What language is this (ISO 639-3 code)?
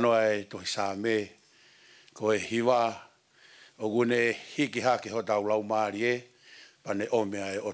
ton